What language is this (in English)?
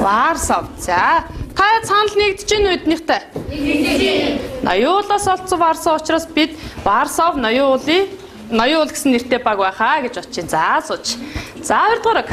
Mongolian